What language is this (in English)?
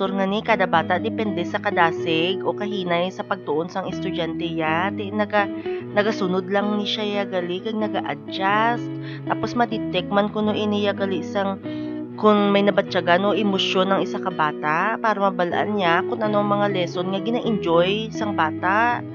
Hiligaynon